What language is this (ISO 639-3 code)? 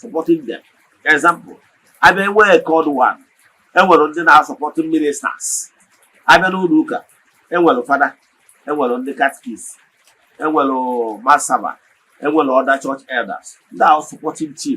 ibo